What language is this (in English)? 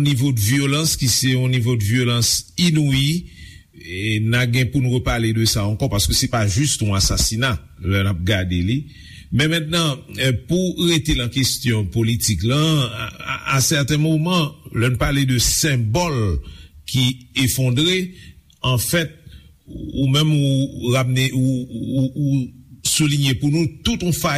Haitian Creole